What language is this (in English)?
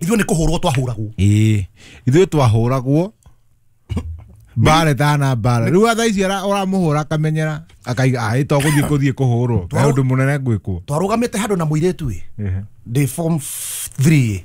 Kikuyu